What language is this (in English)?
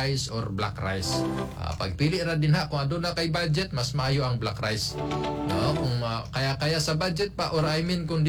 Cebuano